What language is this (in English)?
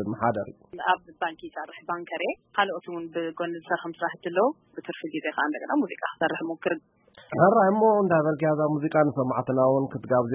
Tigrinya